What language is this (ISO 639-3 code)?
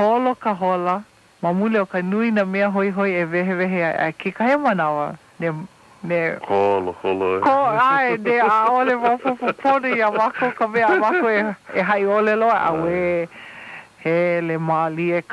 haw